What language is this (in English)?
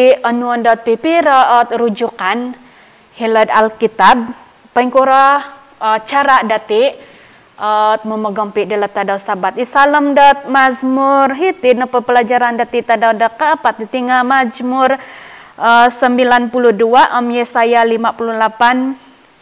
Central Dusun